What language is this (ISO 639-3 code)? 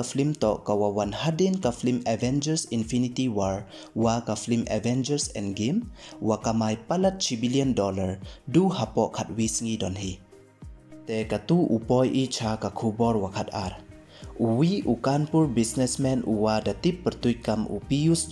pbv